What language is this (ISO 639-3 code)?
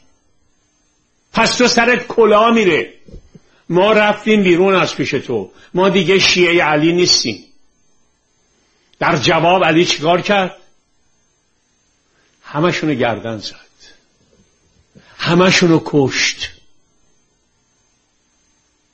fas